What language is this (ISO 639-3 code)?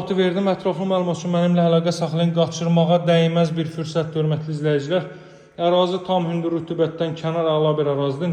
aze